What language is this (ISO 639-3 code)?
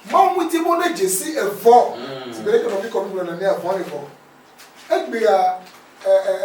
ewe